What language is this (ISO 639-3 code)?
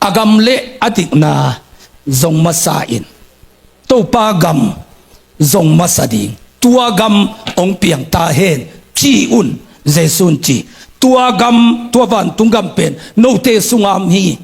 ctd